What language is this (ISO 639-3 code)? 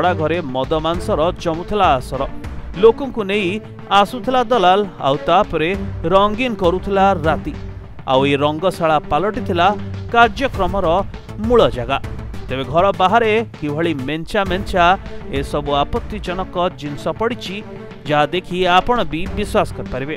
ori